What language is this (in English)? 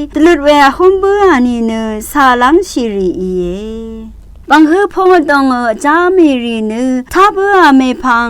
Rawang